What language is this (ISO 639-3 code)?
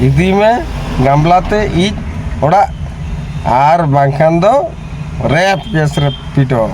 sat